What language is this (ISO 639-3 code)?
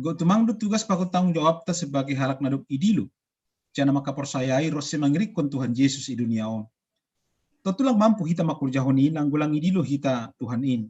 bts